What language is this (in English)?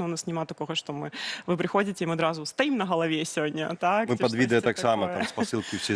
Belarusian